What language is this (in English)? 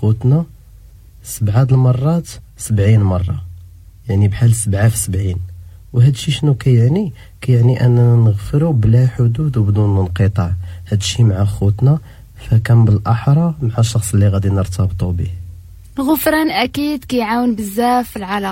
Moroccan Arabic